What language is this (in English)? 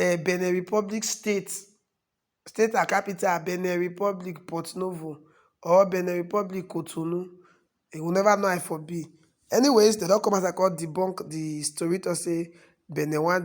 Nigerian Pidgin